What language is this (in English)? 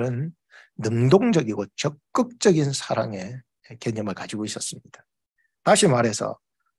Korean